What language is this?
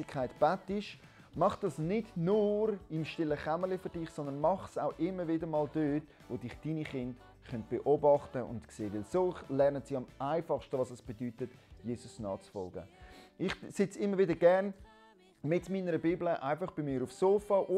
Swiss German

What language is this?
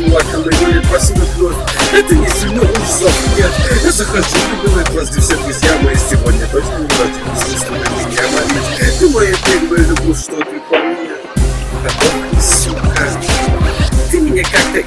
Russian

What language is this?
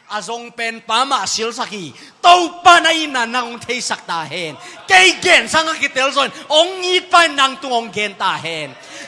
Tedim Chin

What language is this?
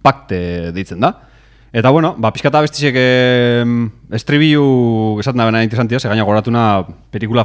Basque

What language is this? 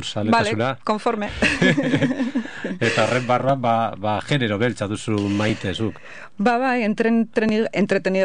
Basque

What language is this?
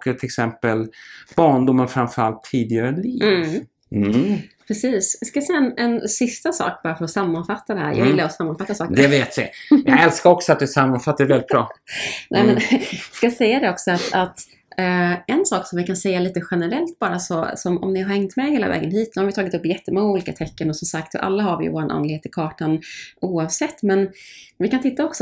Swedish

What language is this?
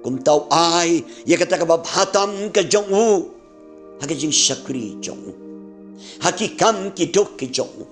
Khasi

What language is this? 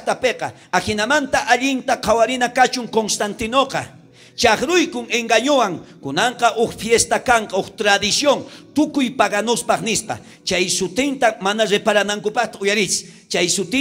South Bolivian Quechua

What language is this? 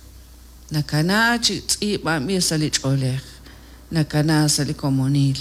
Kekchí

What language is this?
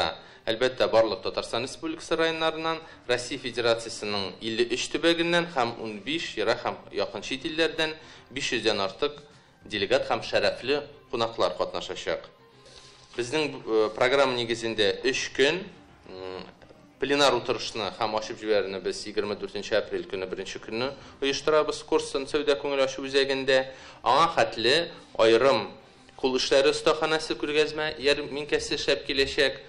Tatar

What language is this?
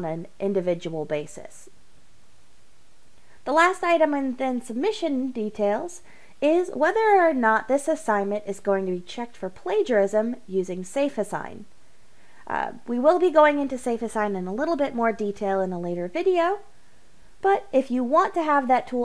English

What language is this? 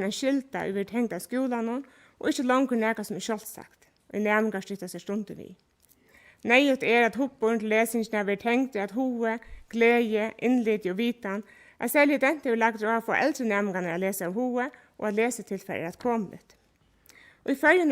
Faroese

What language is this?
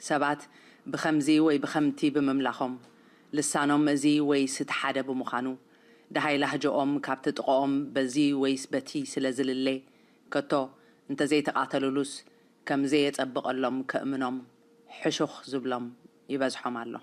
Tigrinya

